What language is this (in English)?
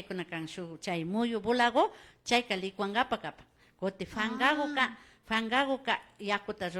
Imbabura Highland Quichua